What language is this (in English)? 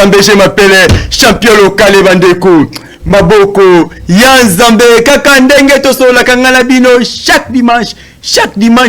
Lingala